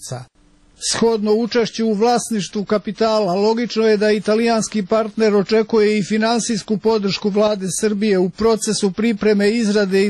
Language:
Serbian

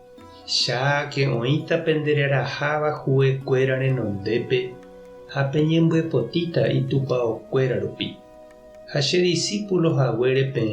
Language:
Guarani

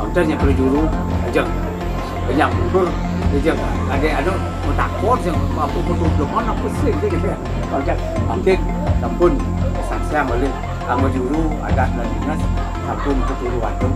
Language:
Balinese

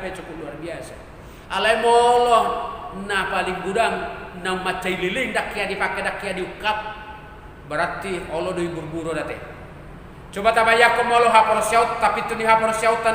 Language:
Batak Toba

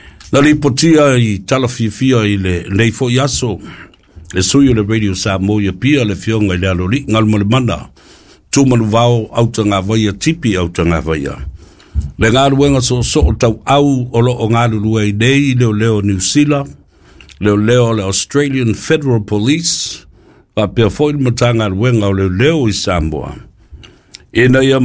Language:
Samoan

